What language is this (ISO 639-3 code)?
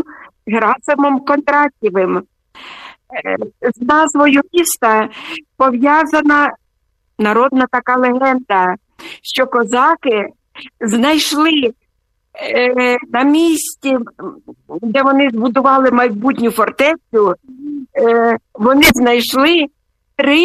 ukr